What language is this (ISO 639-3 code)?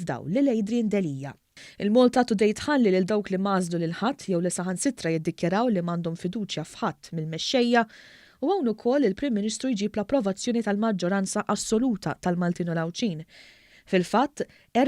mlt